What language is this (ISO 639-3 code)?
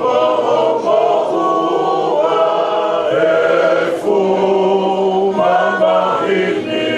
ton